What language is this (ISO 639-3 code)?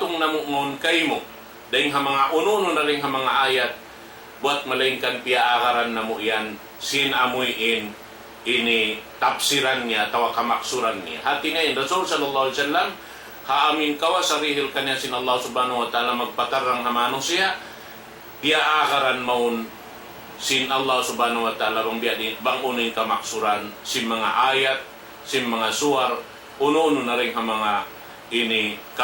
tsg